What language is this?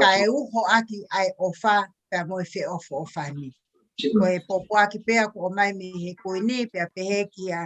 Tongan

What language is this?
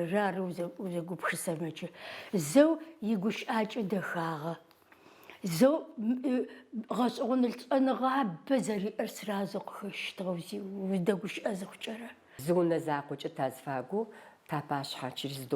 Adyghe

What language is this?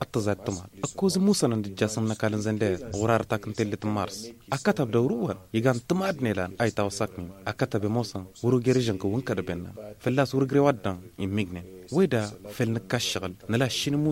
Hausa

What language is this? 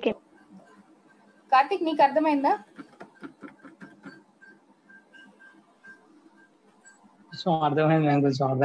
Telugu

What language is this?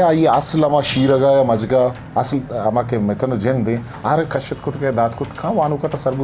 Eastern Balochi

